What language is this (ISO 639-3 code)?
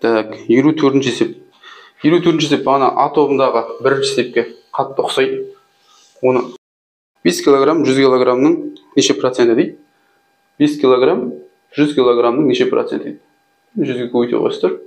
kaz